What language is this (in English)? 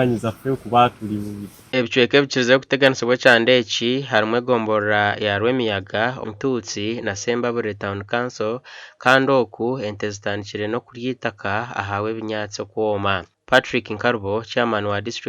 Nyankole